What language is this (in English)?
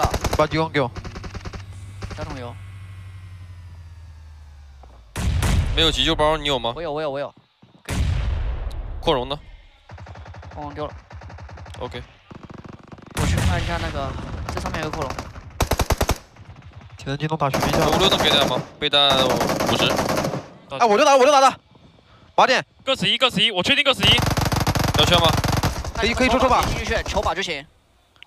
Chinese